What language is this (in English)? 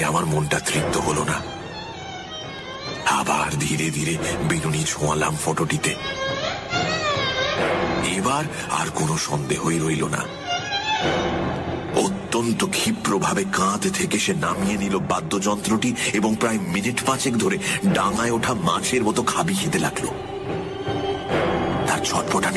Bangla